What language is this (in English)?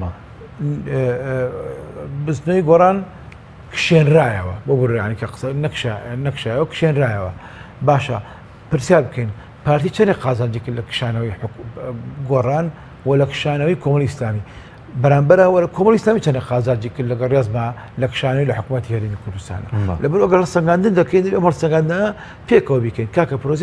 Central Kurdish